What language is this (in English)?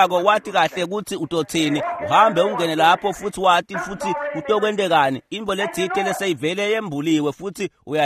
Swati